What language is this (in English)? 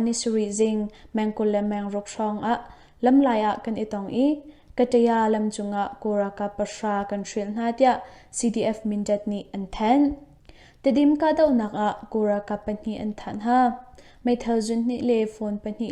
Hakha Chin